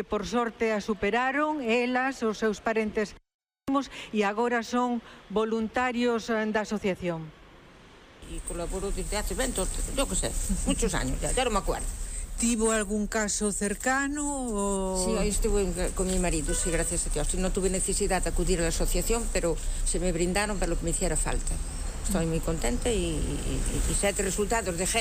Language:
Galician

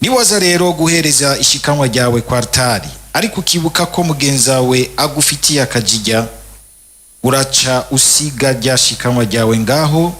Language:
Rundi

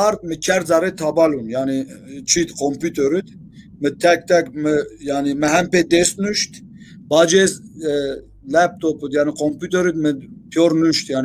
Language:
Zaza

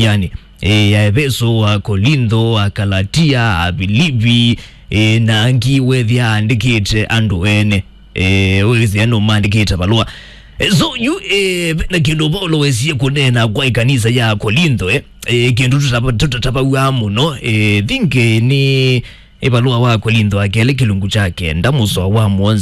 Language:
Kamba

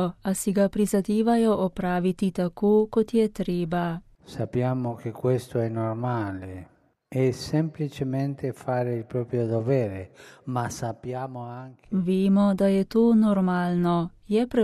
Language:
Slovenian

